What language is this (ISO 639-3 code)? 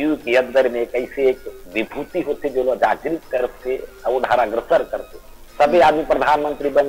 hne